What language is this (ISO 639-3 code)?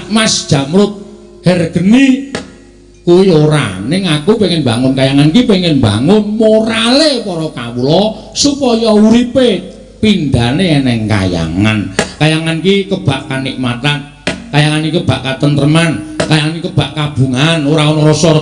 jav